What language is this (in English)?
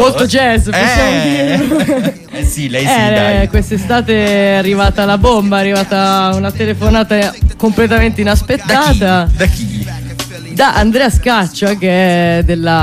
Italian